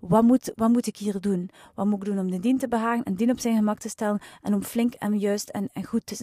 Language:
Dutch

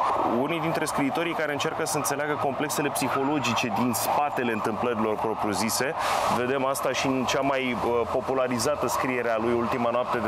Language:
Romanian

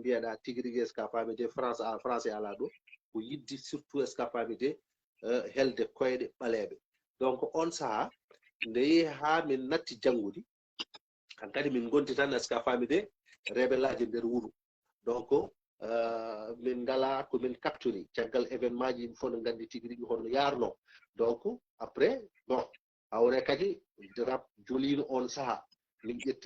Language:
Fula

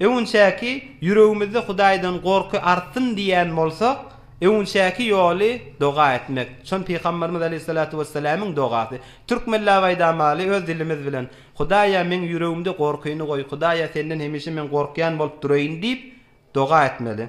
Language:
Turkmen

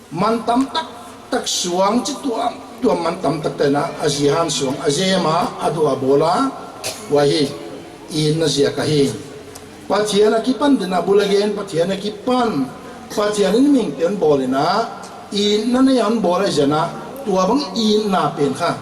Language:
Paite Chin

